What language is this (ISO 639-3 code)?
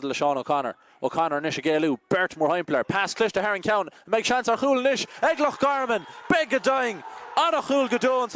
gle